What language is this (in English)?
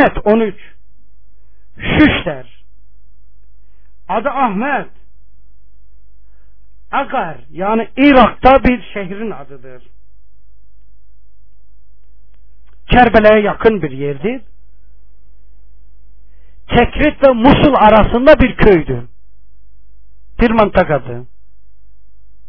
Turkish